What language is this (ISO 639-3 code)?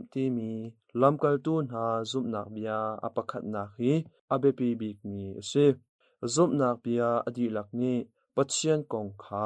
cnh